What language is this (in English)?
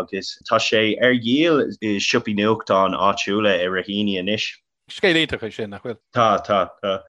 Irish